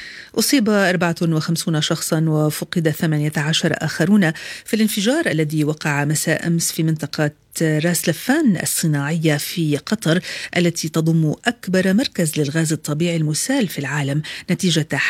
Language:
Arabic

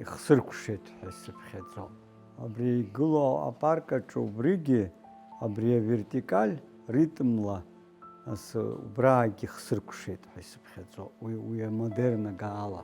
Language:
Abkhazian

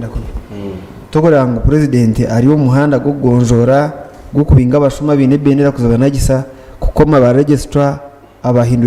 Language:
Nyankole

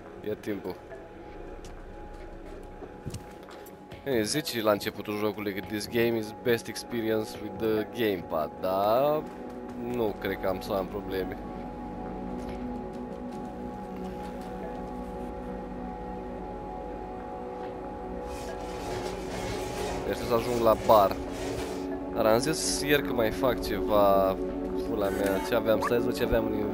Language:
Romanian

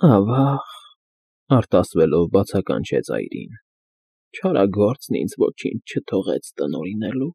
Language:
Armenian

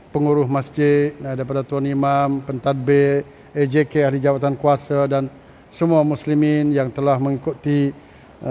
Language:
Malay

